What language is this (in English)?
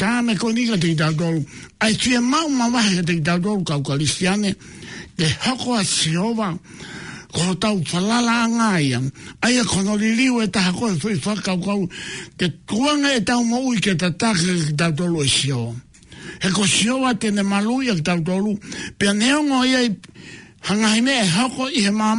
Tongan